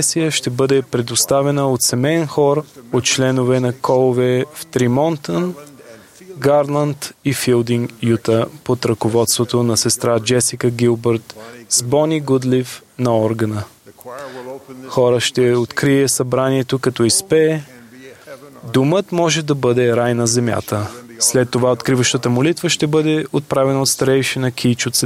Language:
Bulgarian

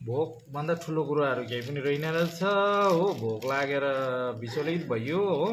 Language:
Nepali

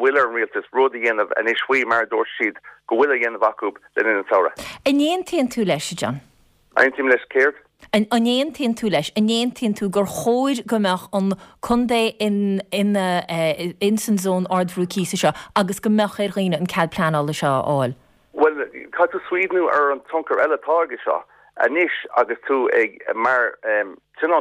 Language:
Irish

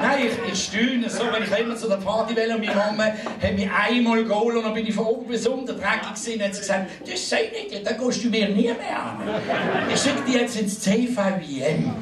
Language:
Swiss German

